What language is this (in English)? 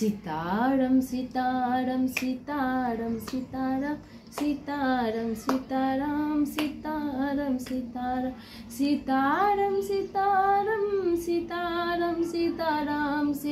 Sanskrit